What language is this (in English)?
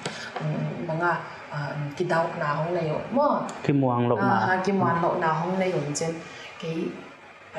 Paite Chin